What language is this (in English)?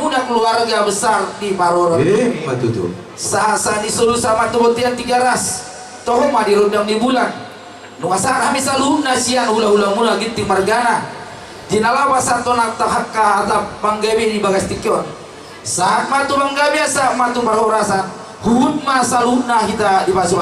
Batak Toba